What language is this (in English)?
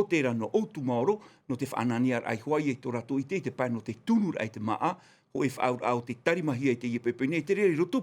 Tahitian